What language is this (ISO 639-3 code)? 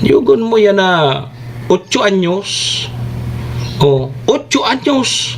bik